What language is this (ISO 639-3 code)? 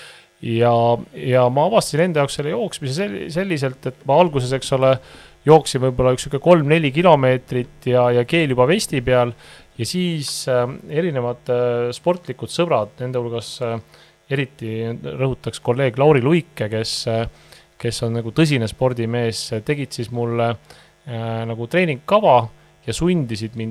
est